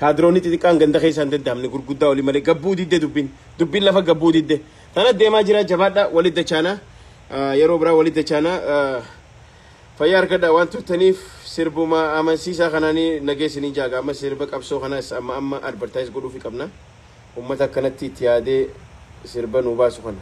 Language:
Oromo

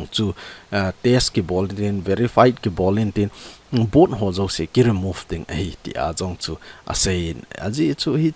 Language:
Thado Chin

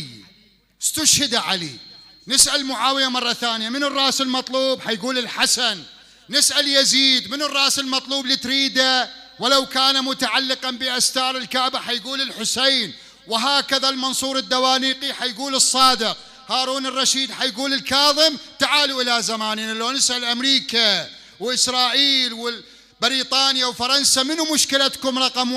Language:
Mesopotamian Arabic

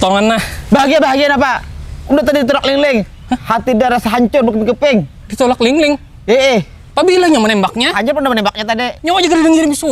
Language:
Banjar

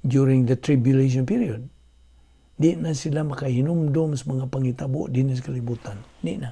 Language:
Cebuano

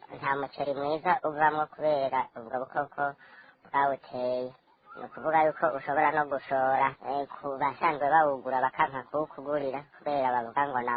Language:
Rundi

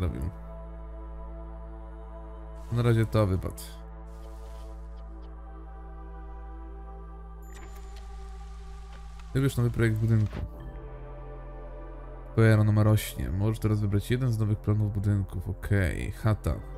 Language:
Polish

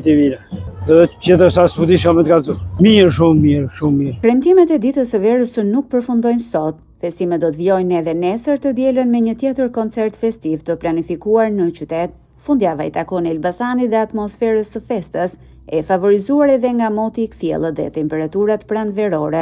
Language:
Albanian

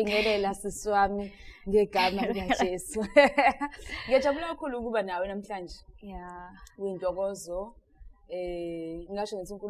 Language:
Zulu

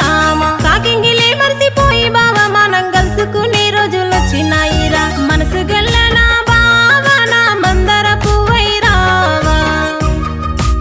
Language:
Telugu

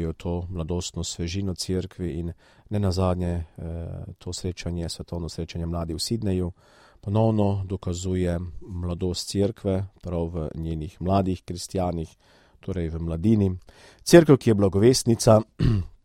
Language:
Slovenian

